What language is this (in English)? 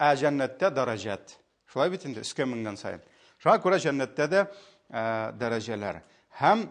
Tatar